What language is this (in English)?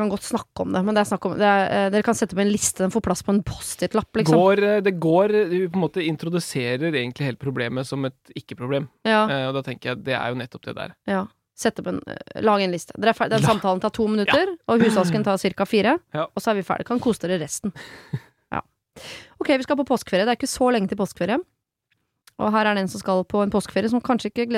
Norwegian